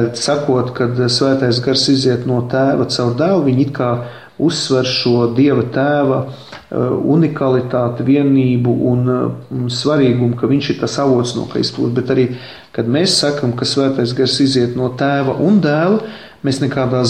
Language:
Latvian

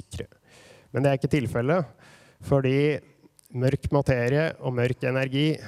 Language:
Norwegian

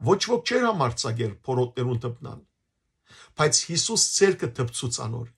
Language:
Western Armenian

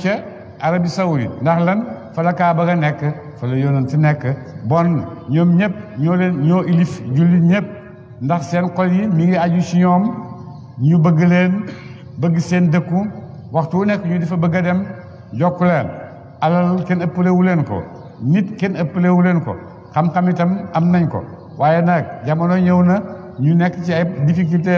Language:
Wolof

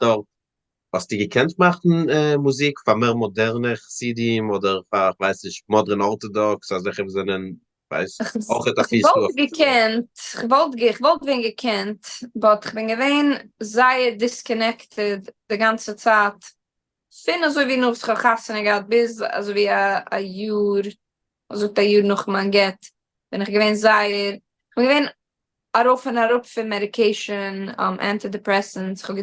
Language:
Yiddish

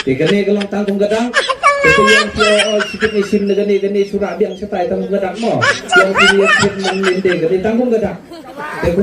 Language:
Khasi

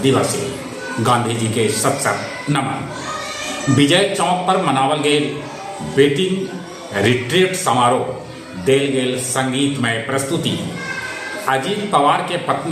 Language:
Magahi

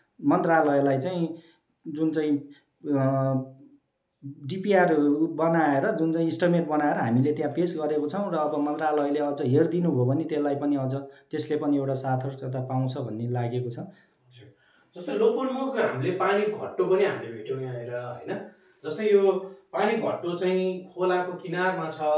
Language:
Nepali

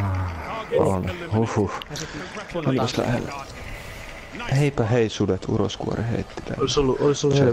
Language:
Finnish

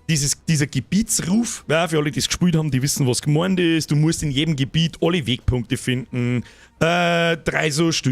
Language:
Bavarian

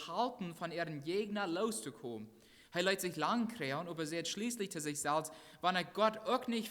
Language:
Plautdietsch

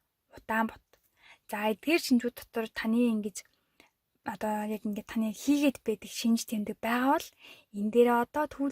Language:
Mongolian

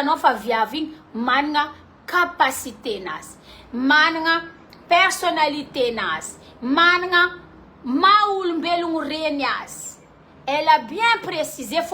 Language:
Malagasy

